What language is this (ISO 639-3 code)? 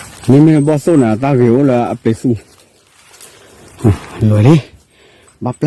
ksw